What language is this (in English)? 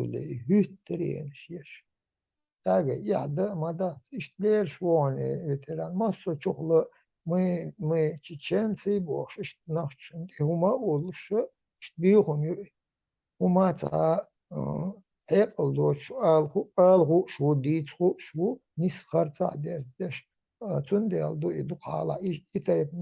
Chechen